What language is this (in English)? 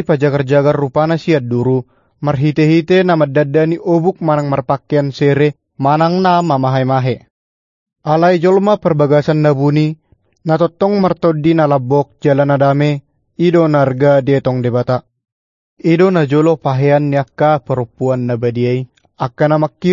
Batak Toba